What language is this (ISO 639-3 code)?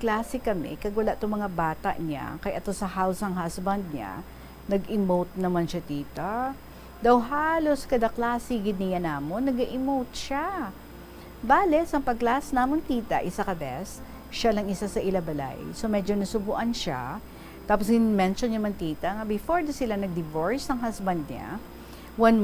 hil